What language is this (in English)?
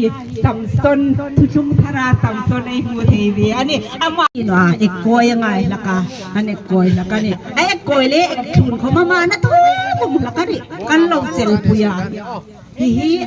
Hmar